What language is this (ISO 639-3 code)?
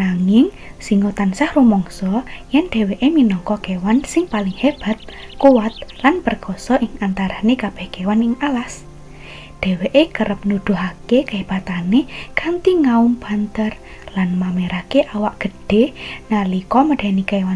jav